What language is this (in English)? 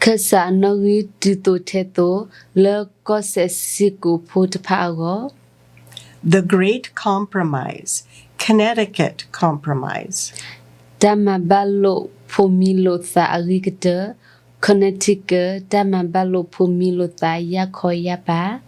S'gaw Karen